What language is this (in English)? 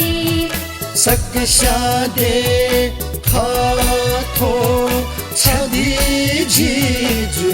Newari